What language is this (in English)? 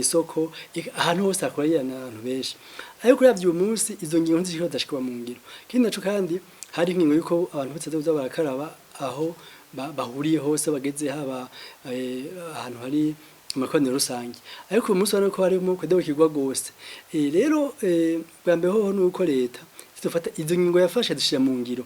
Rundi